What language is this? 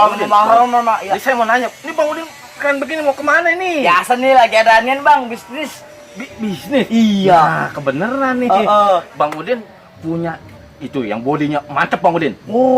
Betawi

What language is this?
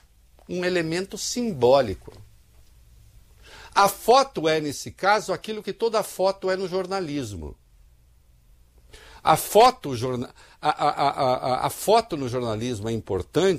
Portuguese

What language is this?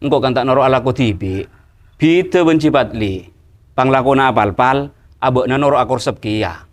Madurese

